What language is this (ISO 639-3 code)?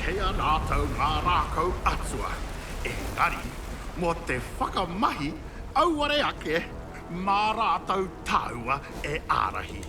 mri